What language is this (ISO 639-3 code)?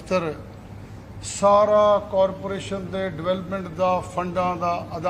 pan